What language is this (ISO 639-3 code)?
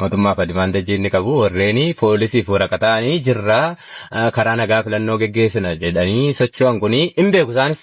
orm